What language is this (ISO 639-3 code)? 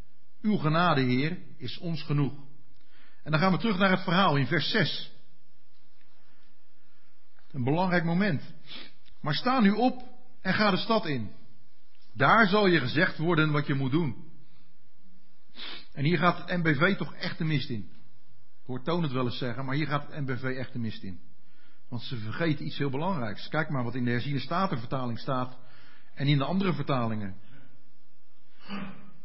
nld